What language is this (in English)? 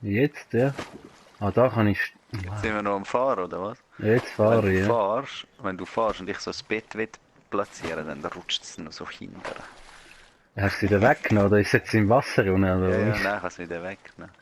Swiss German